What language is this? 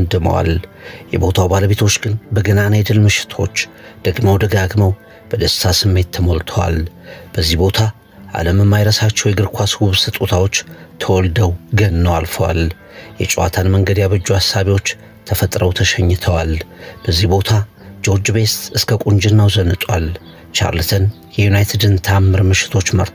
Amharic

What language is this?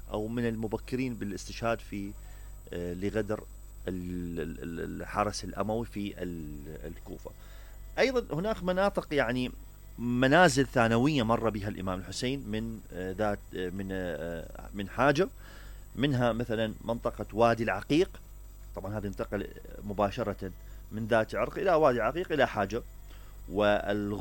Mesopotamian Arabic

